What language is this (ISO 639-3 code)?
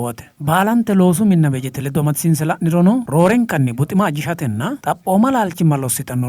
sid